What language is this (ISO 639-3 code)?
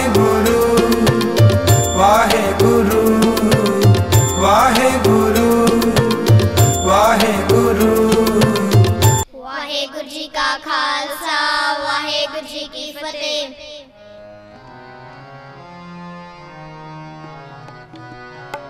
pan